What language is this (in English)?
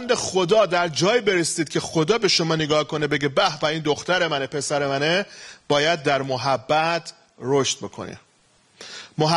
Persian